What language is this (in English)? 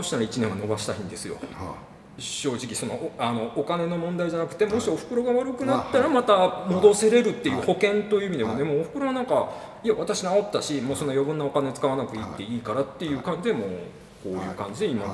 Japanese